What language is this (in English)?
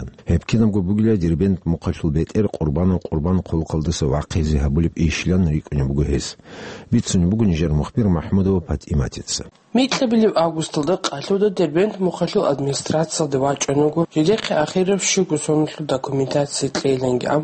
Avaric